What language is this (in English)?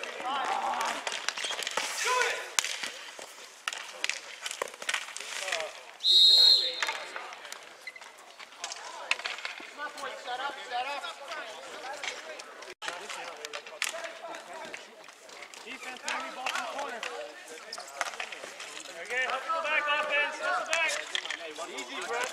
English